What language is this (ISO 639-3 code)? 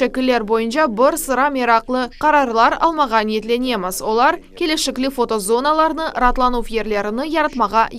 crh